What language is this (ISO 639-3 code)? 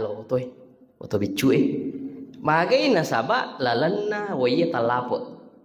bug